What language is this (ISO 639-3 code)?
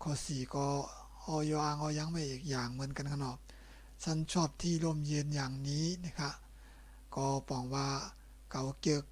shn